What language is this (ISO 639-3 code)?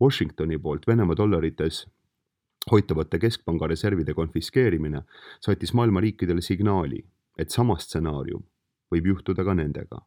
est